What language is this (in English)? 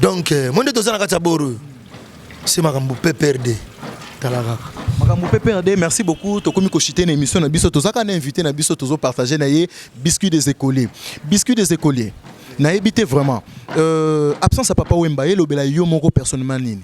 Lingala